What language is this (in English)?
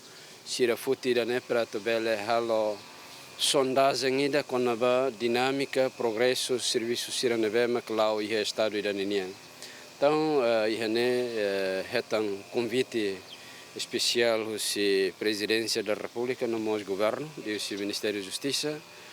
Tetum